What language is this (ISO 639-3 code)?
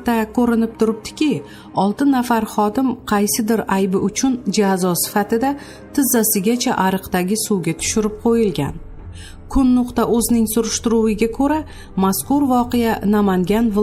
uzb